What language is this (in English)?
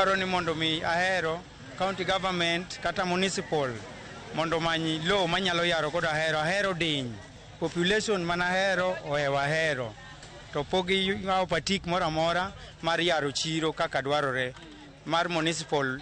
Luo (Kenya and Tanzania)